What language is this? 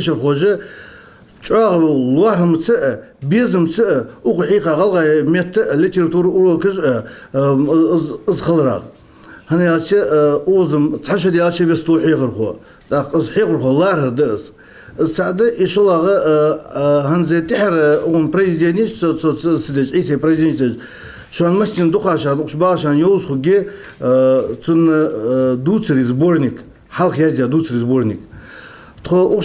Ingush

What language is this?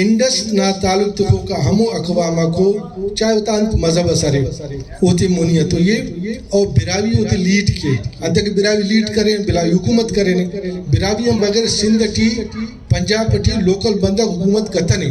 Brahui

